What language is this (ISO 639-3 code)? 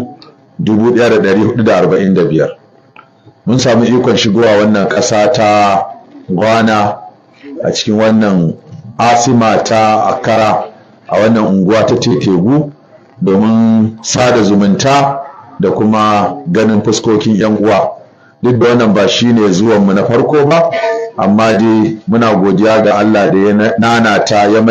hau